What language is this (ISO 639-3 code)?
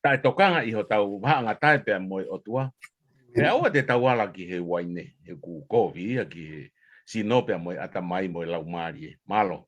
ton